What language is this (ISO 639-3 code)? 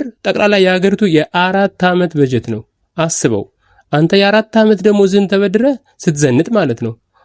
amh